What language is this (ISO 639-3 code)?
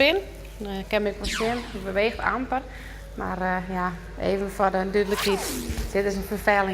fry